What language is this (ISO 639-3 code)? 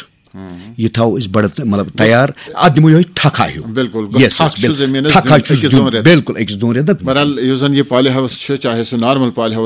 kas